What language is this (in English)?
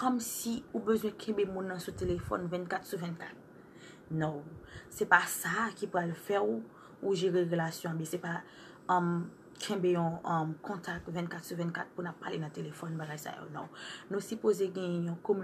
Haitian Creole